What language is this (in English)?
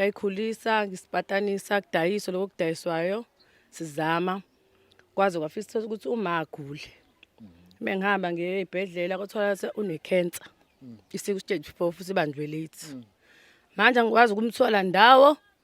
Zulu